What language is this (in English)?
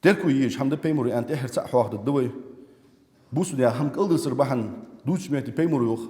Ingush